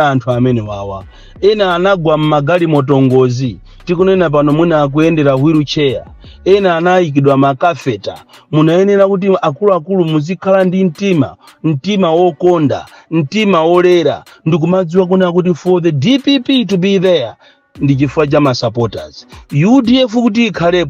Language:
Nyanja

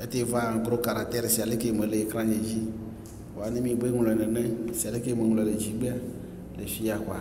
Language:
Ewe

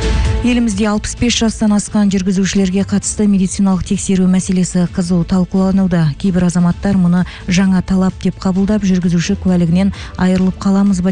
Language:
Kazakh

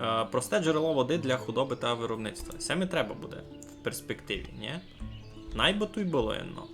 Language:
Rusyn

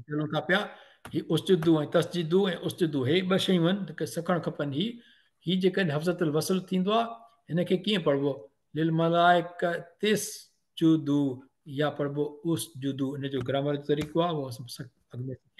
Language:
Sindhi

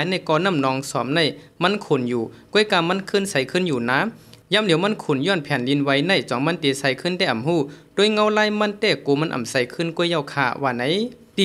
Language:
Shan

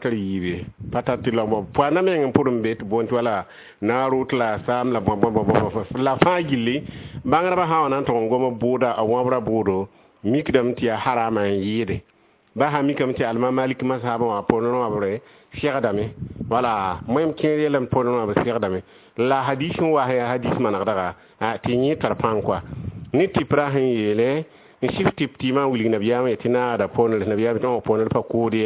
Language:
Mossi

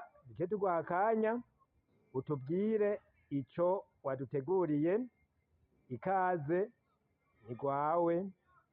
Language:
Rundi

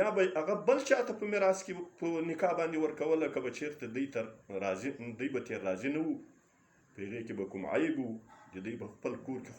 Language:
Pashto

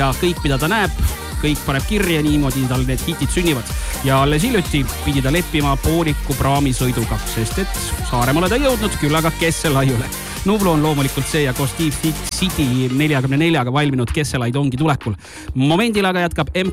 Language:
Estonian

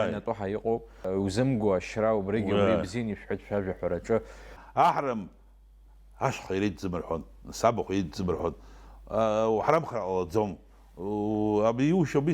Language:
Abkhazian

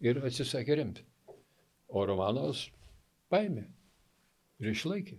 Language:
Lithuanian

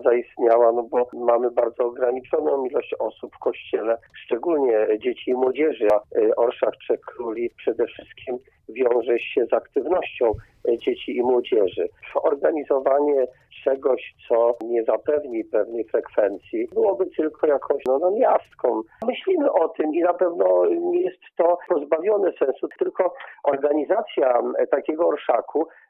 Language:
Polish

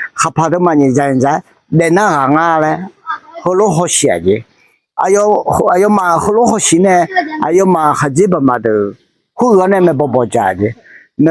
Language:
Akha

